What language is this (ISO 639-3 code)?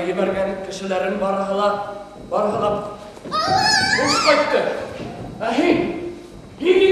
bak